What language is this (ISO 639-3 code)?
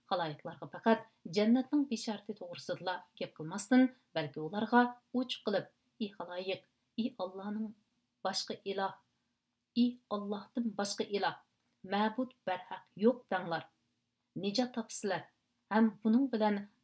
uig